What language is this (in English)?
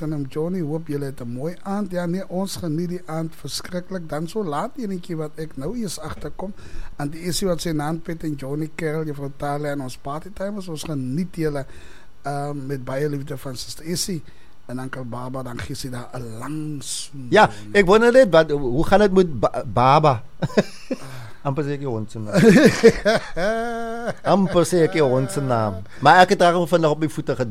Afrikaans